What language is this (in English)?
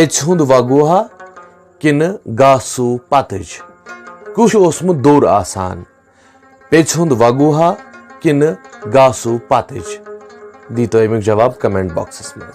Kashmiri